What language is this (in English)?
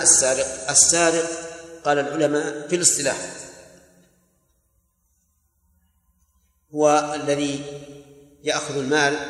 Arabic